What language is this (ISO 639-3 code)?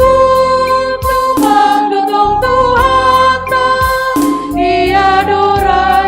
bts